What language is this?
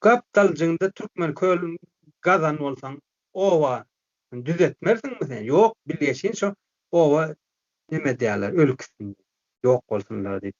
Turkmen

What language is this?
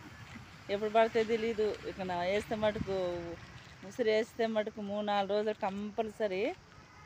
Telugu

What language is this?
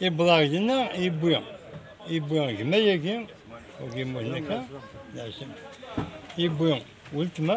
Kabyle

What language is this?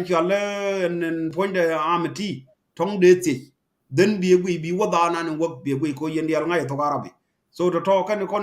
Nuer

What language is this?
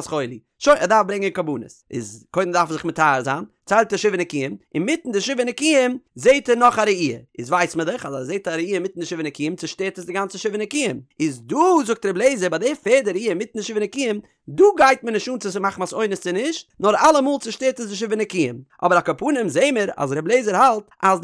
Yiddish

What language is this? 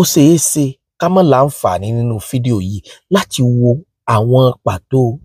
Yoruba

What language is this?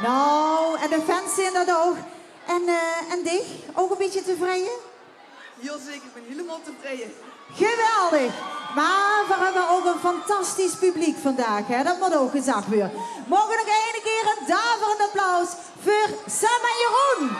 Limburgish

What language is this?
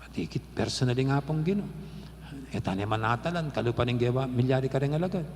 Pampanga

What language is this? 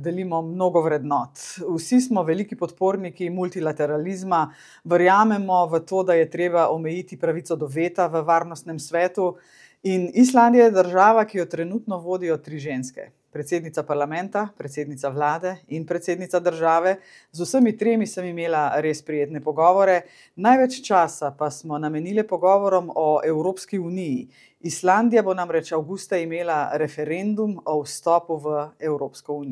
Slovenian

